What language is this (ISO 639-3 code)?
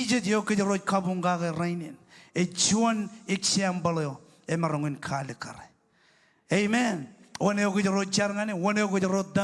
mah